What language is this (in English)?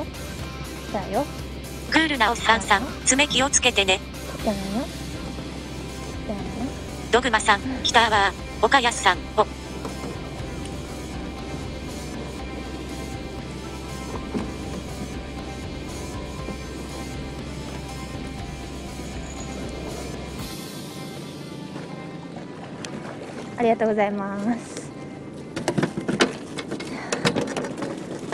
Japanese